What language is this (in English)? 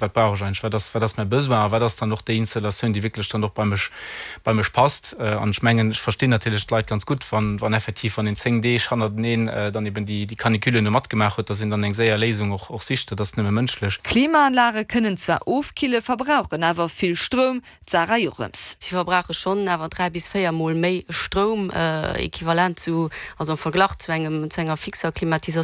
Luxembourgish